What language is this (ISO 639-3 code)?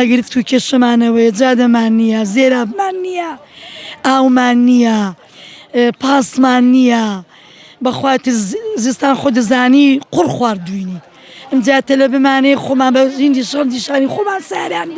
ckb